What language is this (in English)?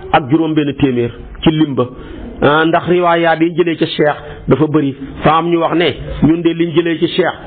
Wolof